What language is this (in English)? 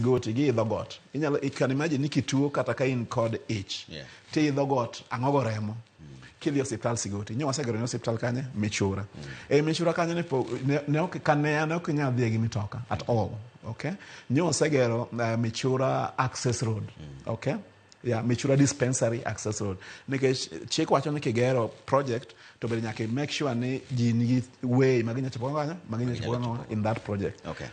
Luo (Kenya and Tanzania)